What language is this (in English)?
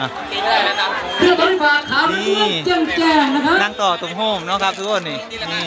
Northeastern Thai